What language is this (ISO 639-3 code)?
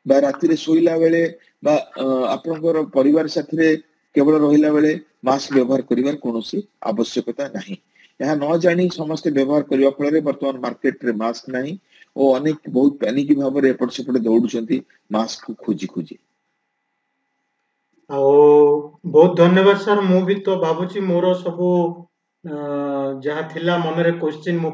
ori